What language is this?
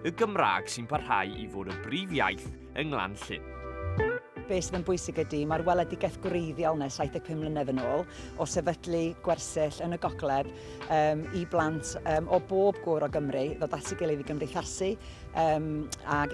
Welsh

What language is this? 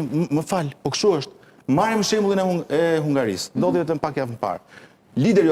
Albanian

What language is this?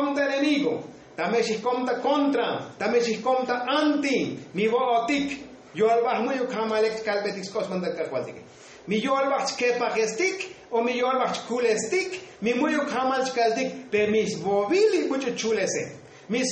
Tzotzil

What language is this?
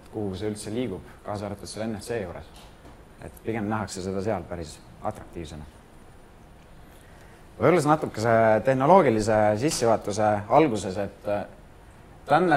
Estonian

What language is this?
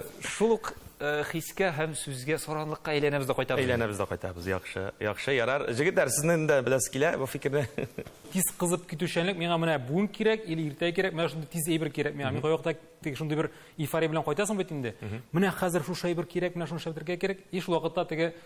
Tatar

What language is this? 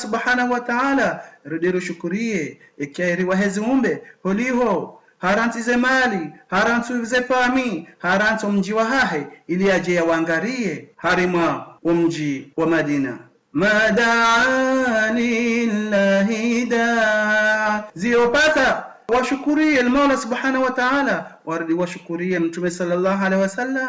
Ngazidja Comorian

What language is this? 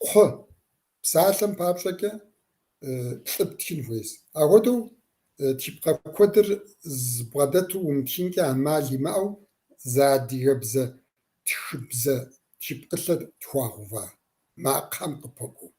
Kabardian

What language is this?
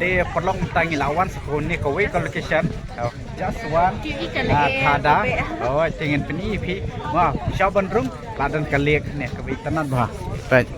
Khasi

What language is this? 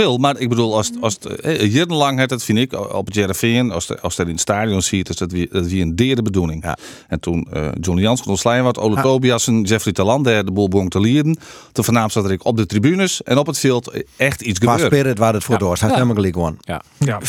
Western Frisian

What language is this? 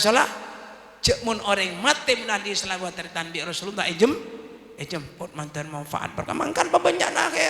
Madurese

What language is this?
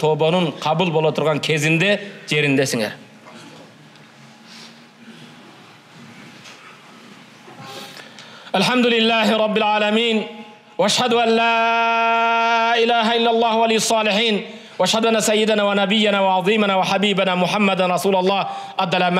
Kyrgyz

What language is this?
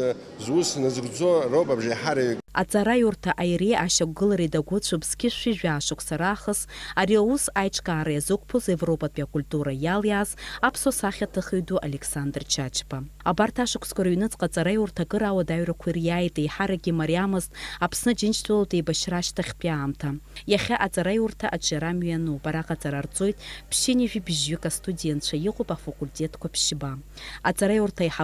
Abkhazian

